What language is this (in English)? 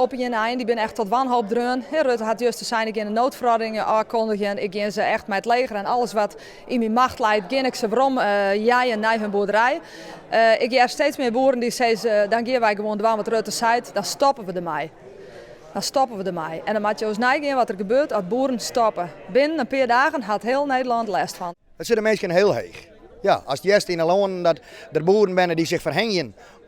Western Frisian